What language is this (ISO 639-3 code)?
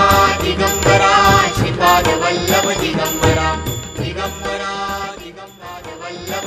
mar